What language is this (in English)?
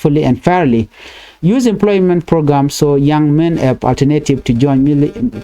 Nuer